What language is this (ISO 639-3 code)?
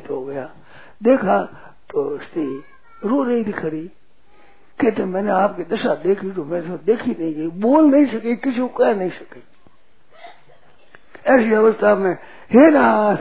hin